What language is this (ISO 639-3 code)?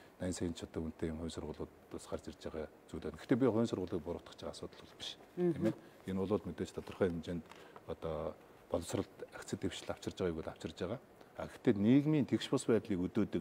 mon